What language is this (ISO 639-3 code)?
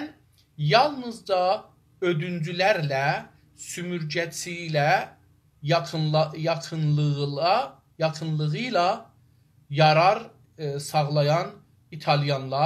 azb